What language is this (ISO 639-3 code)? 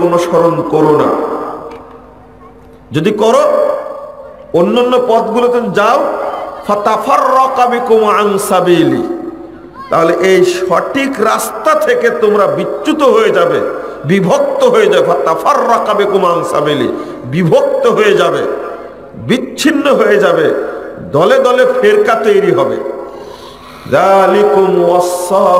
ben